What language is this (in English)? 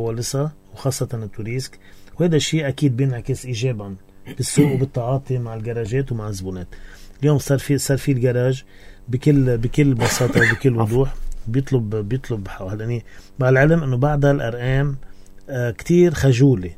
North Levantine Arabic